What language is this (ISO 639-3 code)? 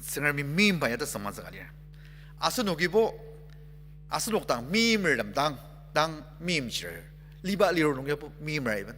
njo